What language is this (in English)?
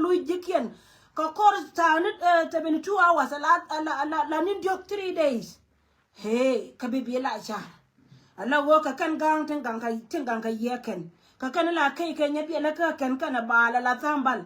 Nuer